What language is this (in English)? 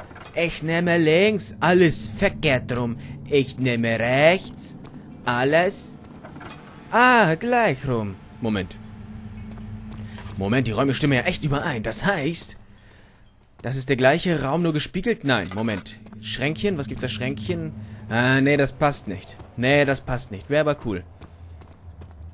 German